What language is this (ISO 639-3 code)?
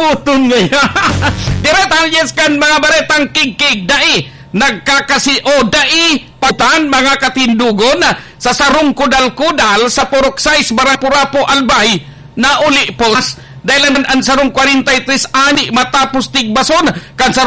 bik